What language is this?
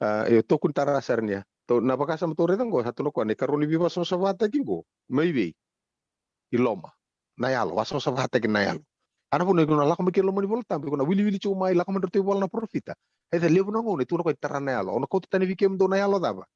Fijian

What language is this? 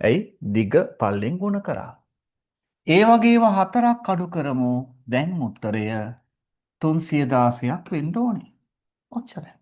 Sinhala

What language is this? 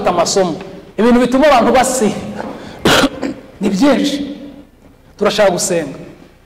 Kinyarwanda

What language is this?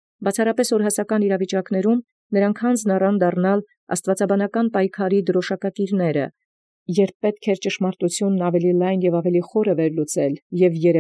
Armenian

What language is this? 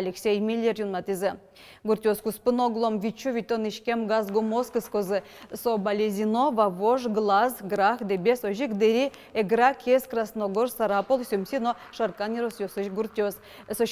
Udmurt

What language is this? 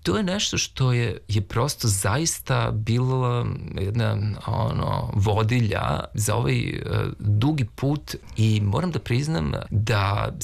Serbian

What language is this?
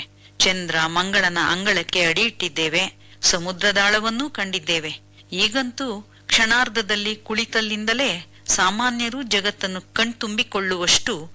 Kannada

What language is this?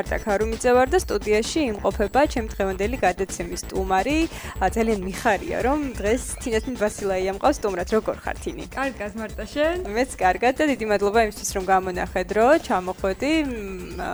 Georgian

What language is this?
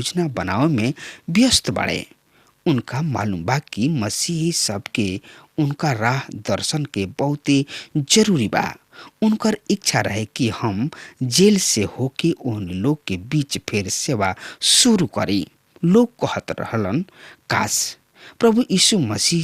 Bhojpuri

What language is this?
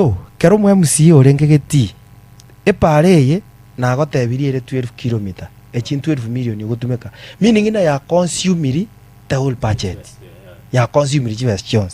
Gusii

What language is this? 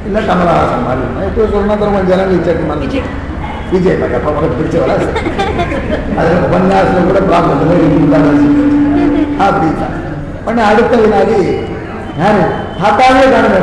Tamil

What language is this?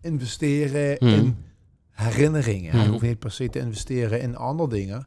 Limburgish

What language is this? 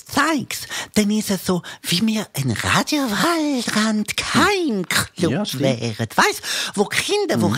Swiss German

